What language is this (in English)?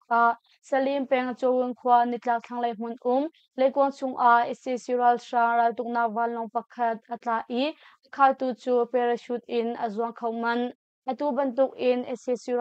Hakha Chin